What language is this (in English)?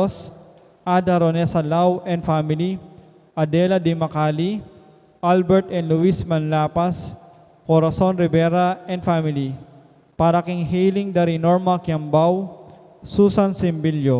Pampanga